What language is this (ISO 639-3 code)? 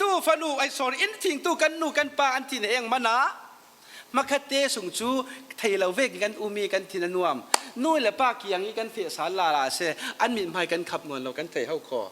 cfm